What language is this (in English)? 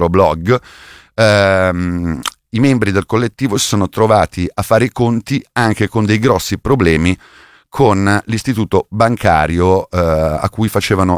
Italian